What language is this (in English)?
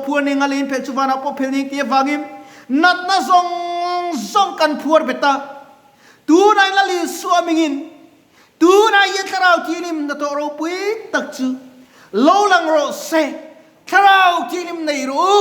Mizo